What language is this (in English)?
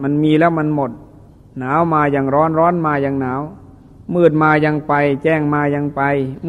Thai